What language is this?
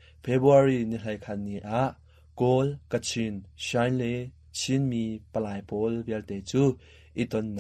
Hakha Chin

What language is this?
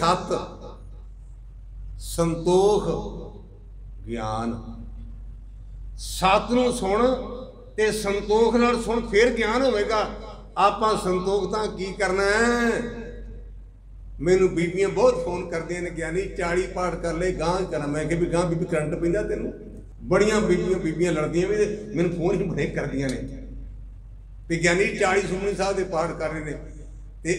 Punjabi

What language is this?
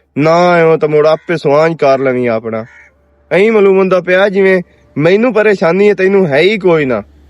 Western Panjabi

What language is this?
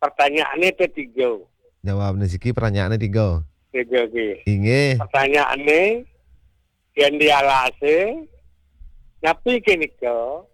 Balinese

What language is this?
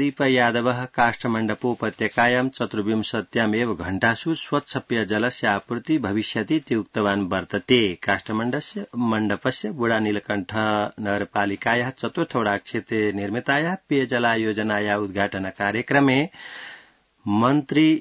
Sanskrit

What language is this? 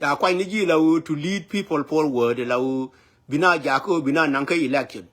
Nuer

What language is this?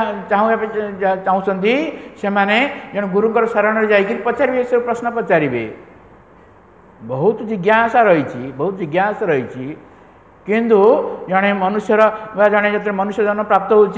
Odia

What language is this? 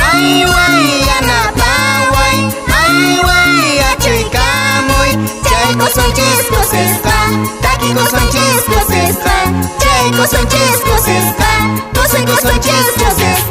Quechua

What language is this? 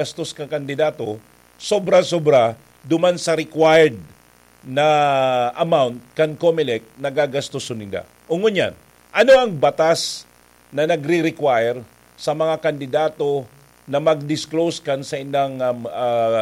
Bikol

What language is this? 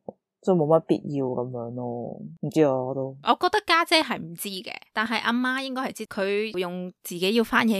Cantonese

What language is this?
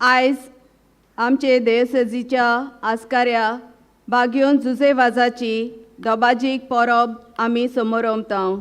Konkani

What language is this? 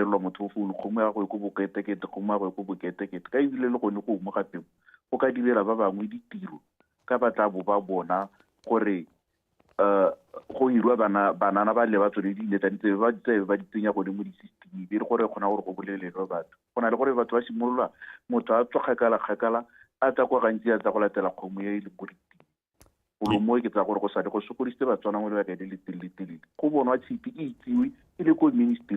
Tswana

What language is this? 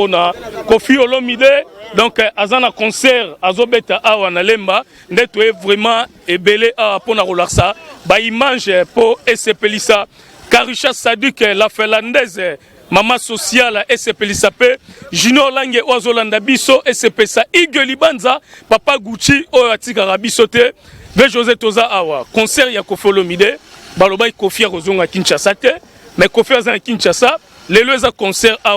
Lingala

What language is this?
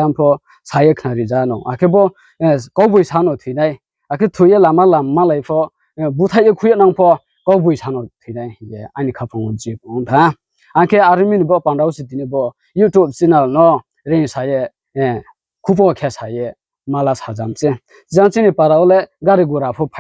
Riang (India)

